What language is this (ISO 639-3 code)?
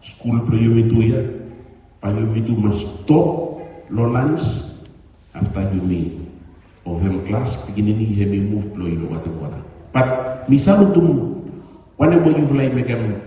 bis